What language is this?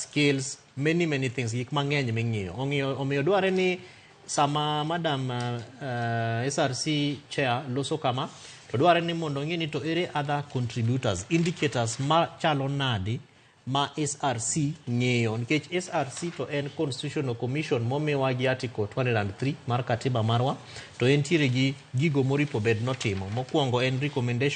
Luo (Kenya and Tanzania)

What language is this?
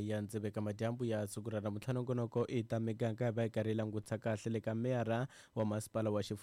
Tsonga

